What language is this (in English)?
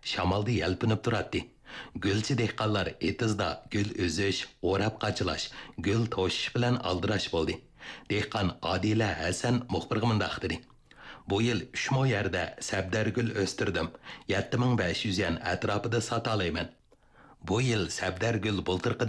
Uyghur